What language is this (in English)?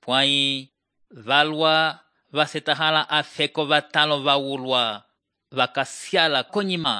Umbundu